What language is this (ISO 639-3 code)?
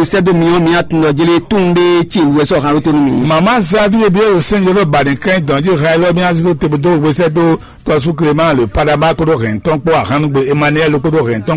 fon